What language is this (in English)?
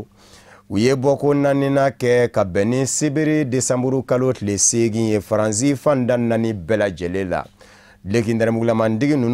Bambara